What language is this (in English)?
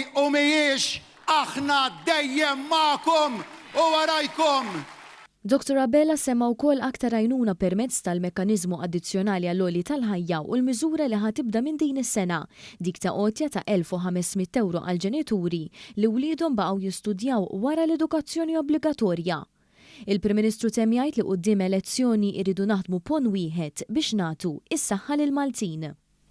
Maltese